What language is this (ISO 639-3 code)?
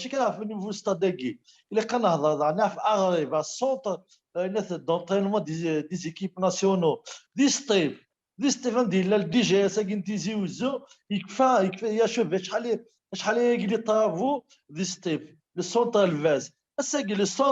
kab